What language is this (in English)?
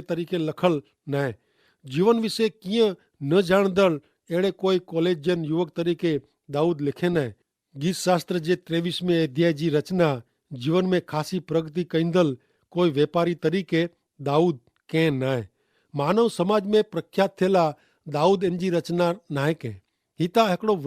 Kachhi